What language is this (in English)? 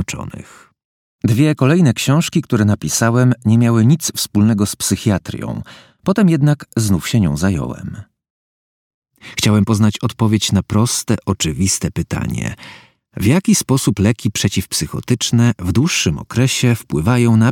Polish